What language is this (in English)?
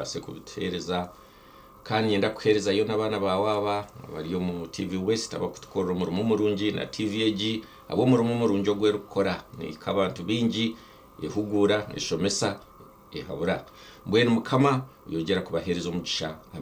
Nyankole